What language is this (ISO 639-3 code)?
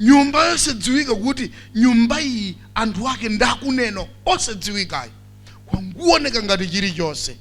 nya